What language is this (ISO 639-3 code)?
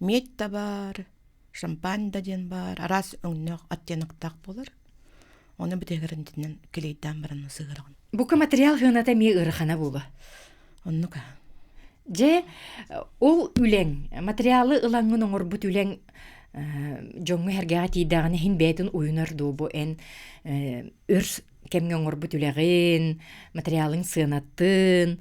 sah